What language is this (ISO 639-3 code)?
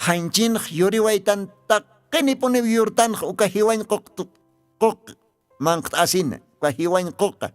aym